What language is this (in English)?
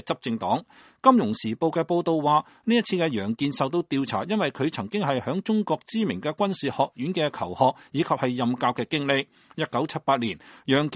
Cantonese